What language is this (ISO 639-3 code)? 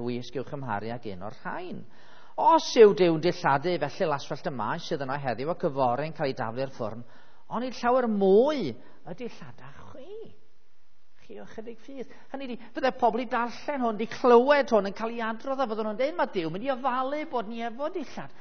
cym